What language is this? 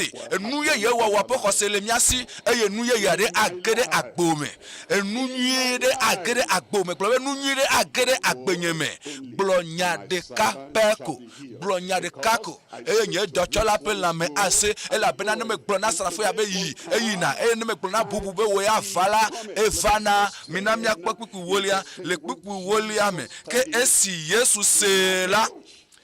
Ewe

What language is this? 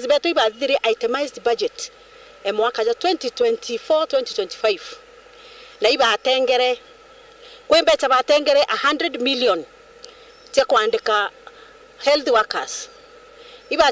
Meru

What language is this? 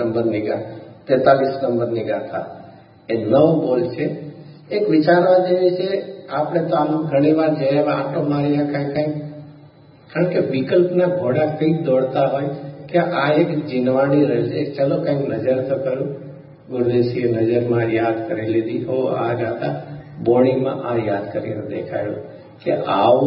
Gujarati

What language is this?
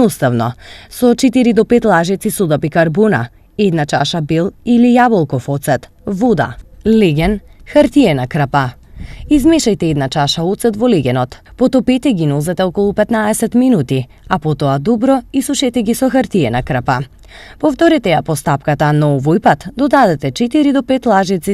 Macedonian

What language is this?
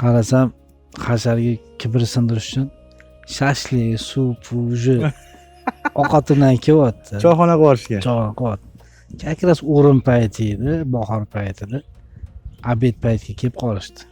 Uzbek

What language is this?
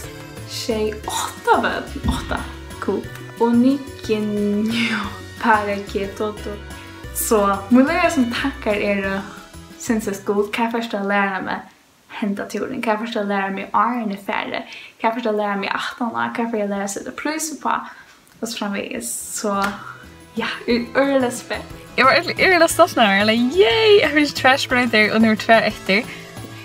Faroese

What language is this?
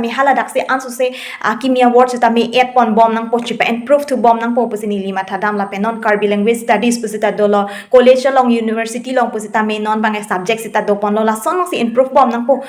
Karbi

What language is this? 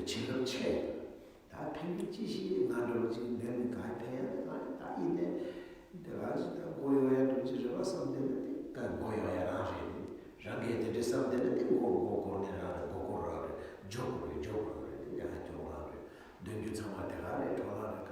Tibetan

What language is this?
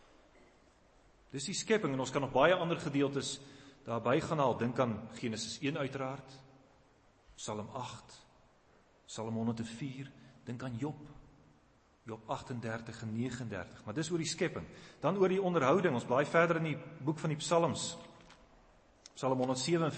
Afrikaans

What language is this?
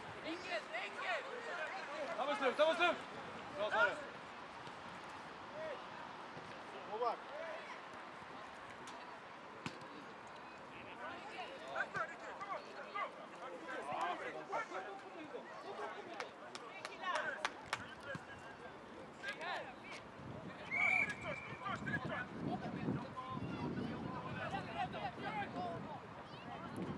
Swedish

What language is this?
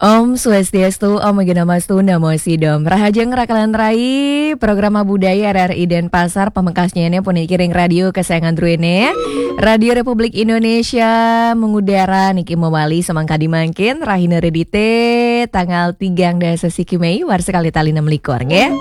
Balinese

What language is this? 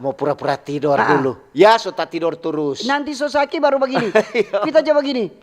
Manado Malay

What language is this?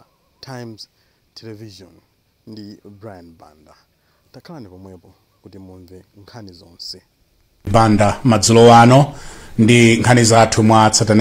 Nyanja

